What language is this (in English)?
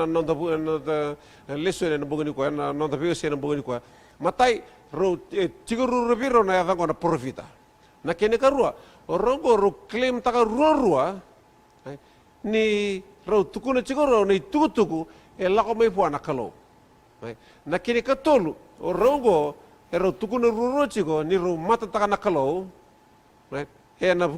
Fijian